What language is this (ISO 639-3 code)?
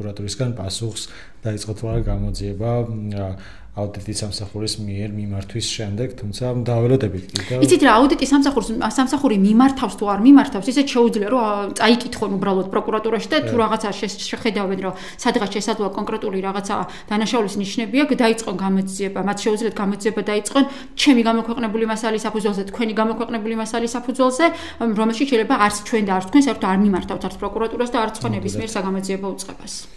kat